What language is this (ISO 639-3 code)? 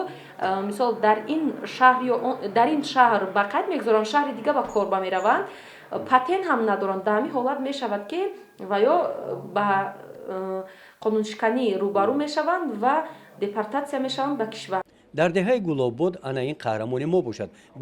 tgk